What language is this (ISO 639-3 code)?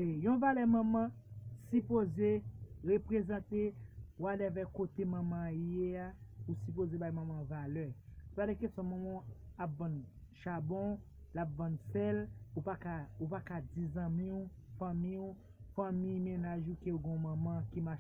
hat